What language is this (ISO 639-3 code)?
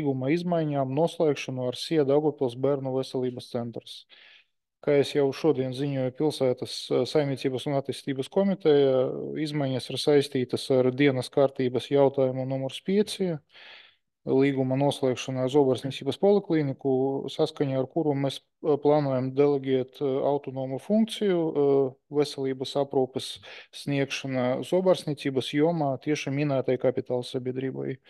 lav